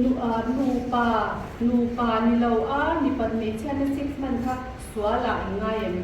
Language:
Mizo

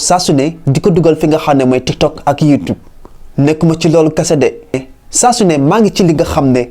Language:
Wolof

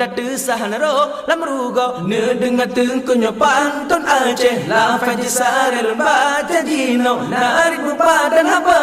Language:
Achinese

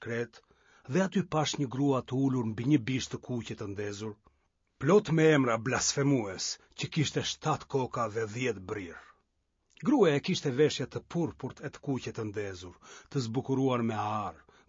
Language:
Albanian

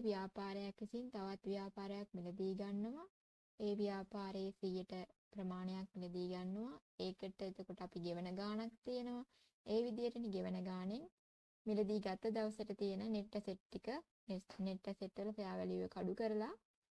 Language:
Sinhala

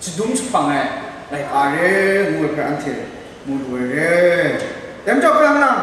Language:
Kachin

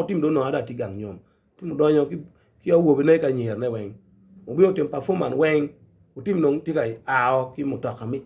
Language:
Acoli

